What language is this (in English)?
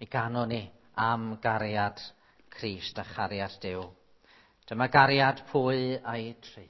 Welsh